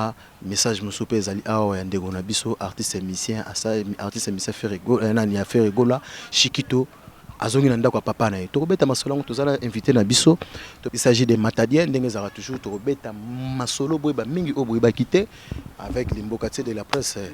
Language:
Lingala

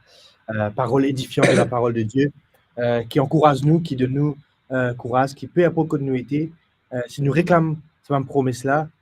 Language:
Morisyen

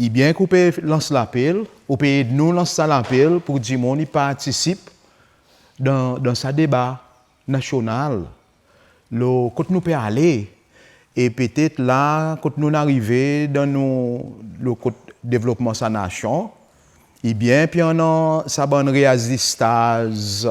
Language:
Seselwa Creole French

